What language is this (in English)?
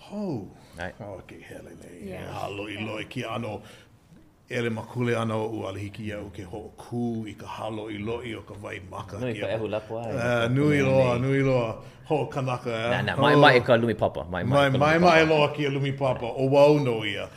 Hawaiian